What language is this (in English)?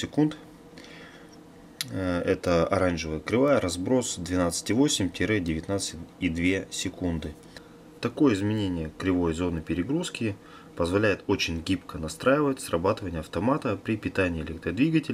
Russian